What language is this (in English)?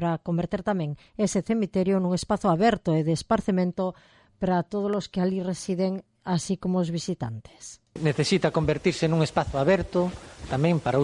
Galician